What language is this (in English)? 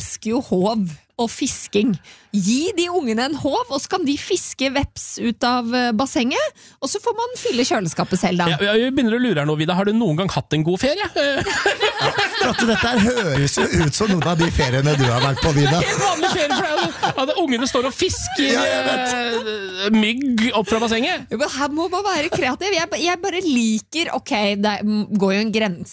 Norwegian